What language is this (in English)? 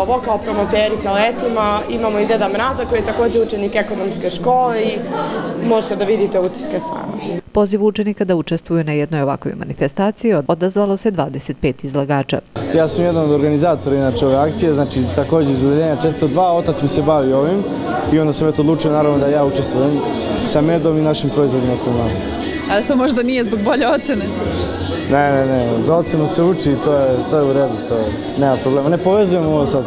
Serbian